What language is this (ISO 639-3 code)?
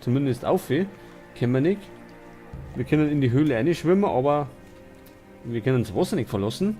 bar